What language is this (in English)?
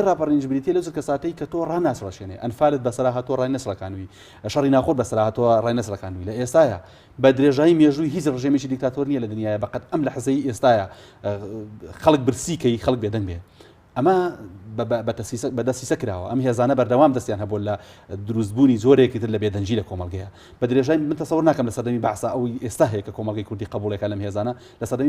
Central Kurdish